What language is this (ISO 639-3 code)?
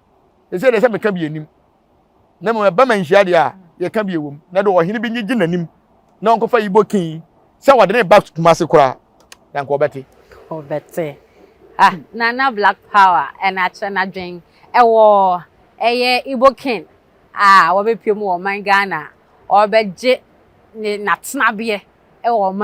aka